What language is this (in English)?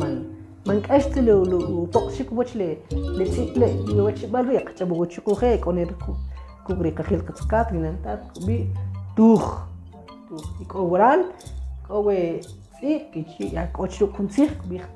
Kʼicheʼ